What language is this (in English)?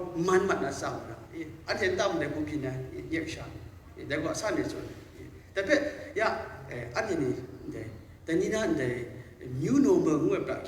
Kachin